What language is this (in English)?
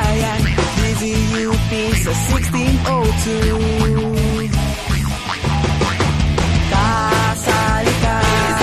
Filipino